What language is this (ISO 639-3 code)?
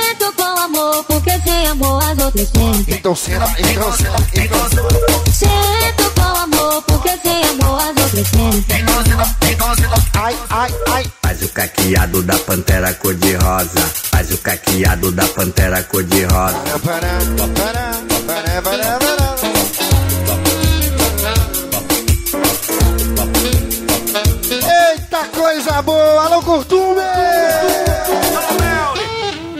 por